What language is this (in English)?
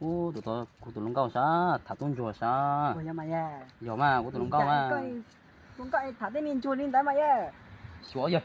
Hmong